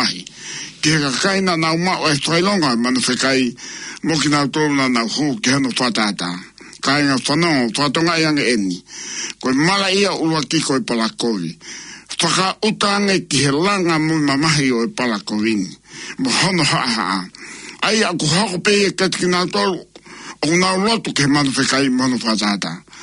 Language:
Tongan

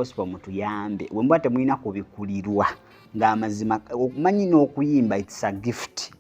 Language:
Ganda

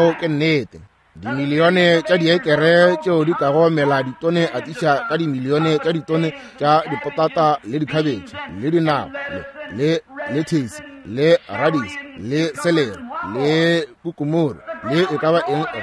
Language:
Northern Sotho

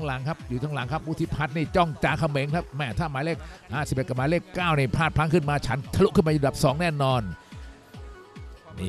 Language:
Thai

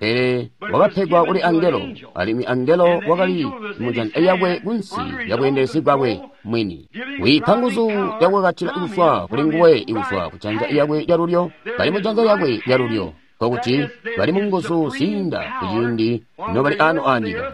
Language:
Tonga (Zambia)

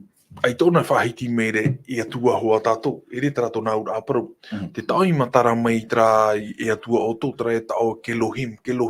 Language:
Tahitian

